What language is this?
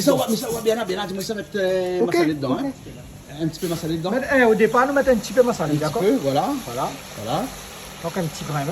Réunion Creole French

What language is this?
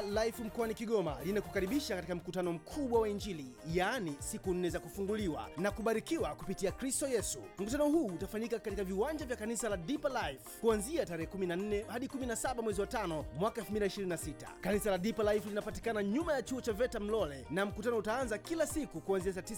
Swahili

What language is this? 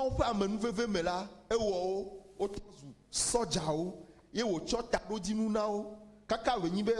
Ewe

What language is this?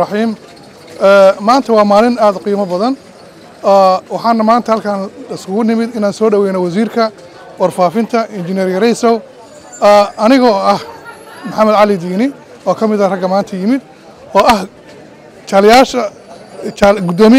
Somali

